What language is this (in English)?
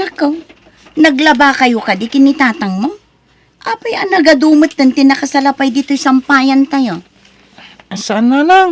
Iloko